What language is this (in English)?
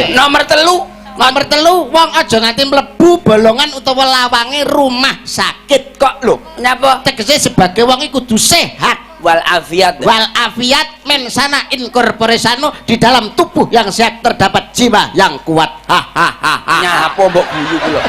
Javanese